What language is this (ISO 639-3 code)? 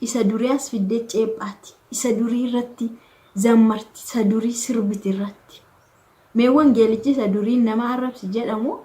orm